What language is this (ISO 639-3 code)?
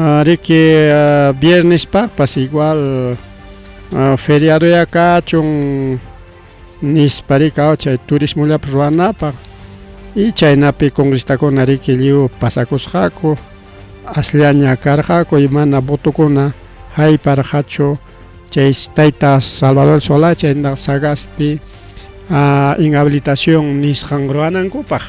quy